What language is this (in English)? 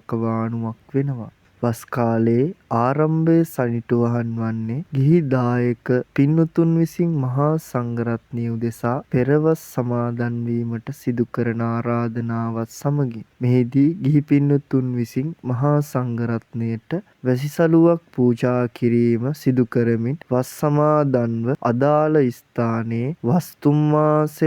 Sinhala